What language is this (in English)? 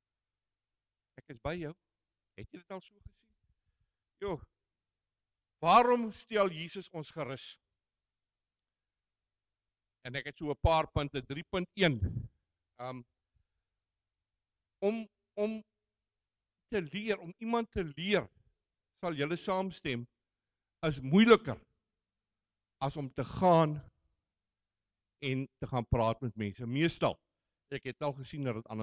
Afrikaans